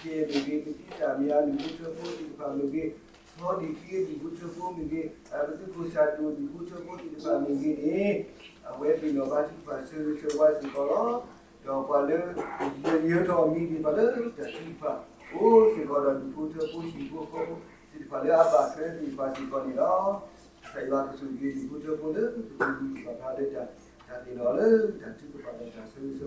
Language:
S'gaw Karen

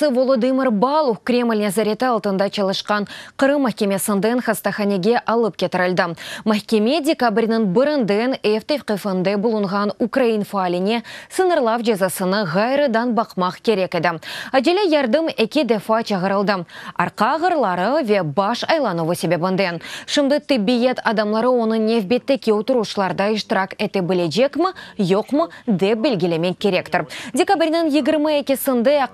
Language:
Crimean Tatar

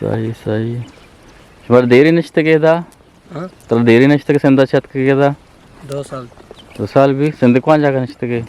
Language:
Eastern Balochi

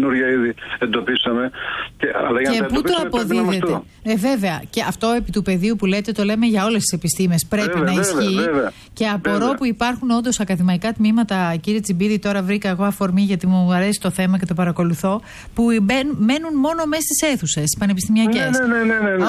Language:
Greek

